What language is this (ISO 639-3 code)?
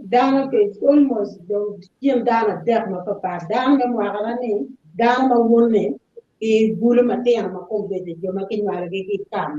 ach